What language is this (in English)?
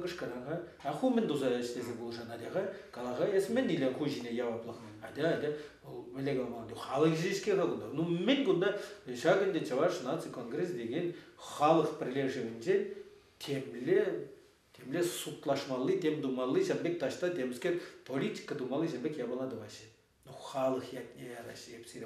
Chuvash